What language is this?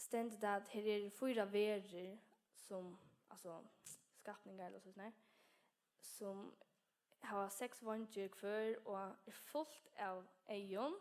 Faroese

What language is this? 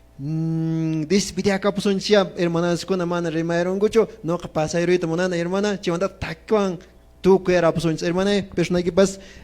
Quechua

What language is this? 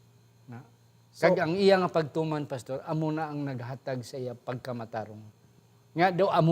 Hiligaynon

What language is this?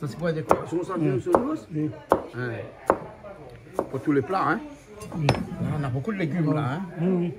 Réunion Creole French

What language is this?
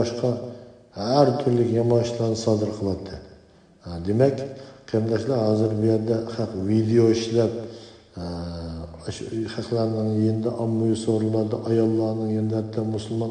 Uyghur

